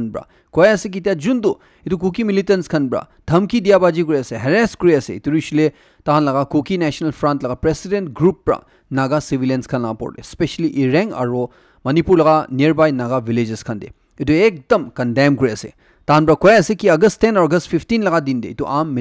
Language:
Naga Pidgin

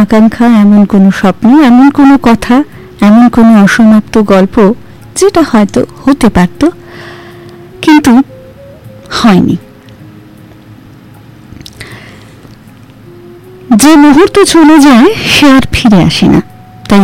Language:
Bangla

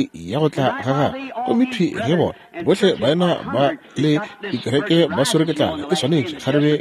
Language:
Northern Sotho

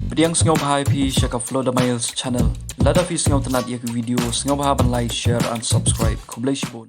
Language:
Khasi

